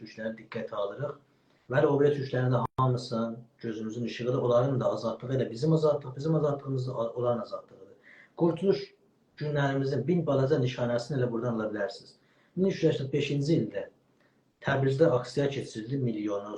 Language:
South Azerbaijani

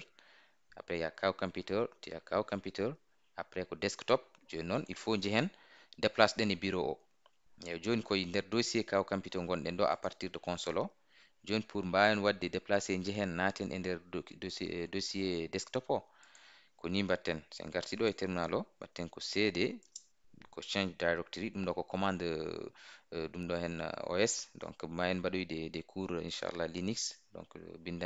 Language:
Fula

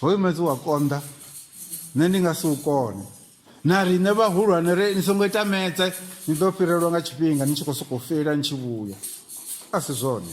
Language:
Venda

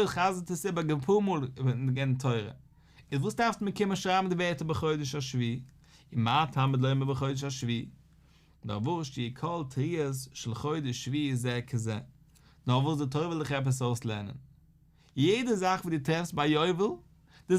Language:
Yiddish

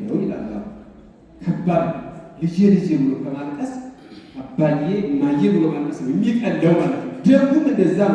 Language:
Amharic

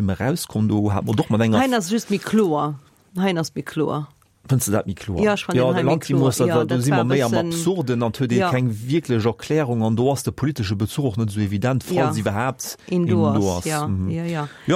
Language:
Luxembourgish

